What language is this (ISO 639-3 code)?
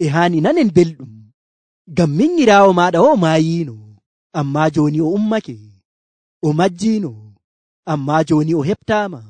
fuv